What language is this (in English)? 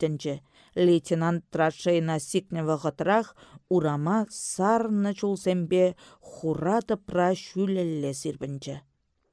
Chuvash